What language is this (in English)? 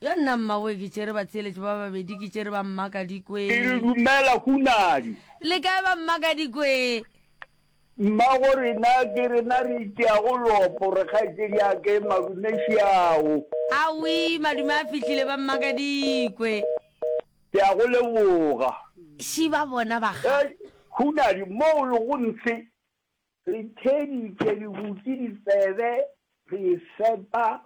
Northern Sotho